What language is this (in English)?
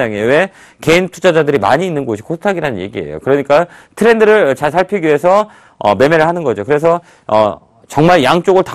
Korean